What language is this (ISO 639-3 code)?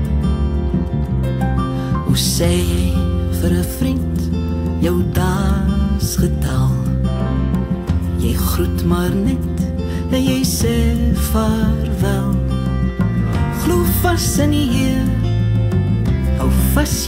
afr